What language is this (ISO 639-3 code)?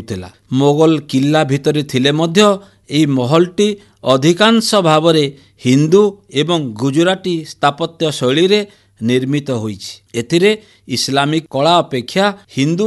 ori